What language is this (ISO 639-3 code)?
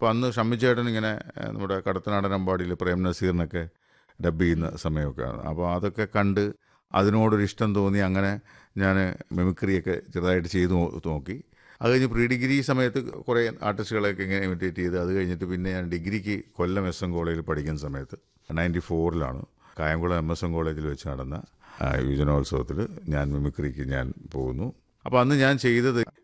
mal